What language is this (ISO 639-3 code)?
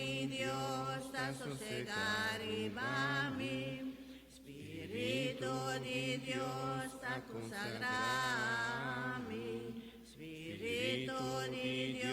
pap